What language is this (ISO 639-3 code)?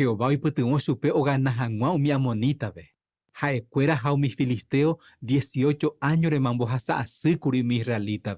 grn